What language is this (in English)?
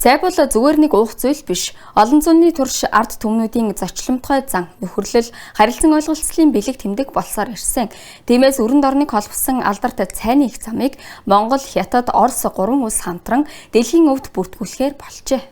Mongolian